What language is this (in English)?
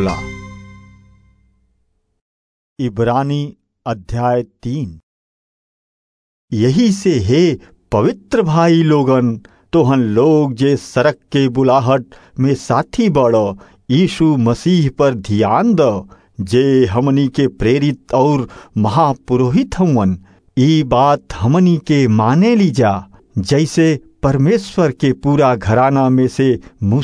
Bhojpuri